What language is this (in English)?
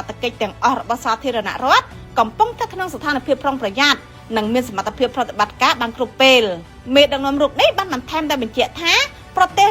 Khmer